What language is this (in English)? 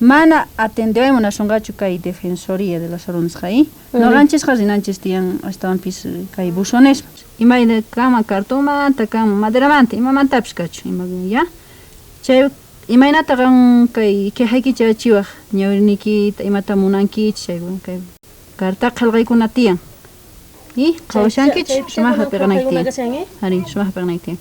South Bolivian Quechua